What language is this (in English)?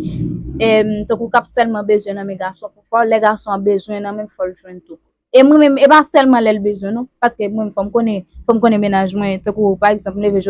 Haitian Creole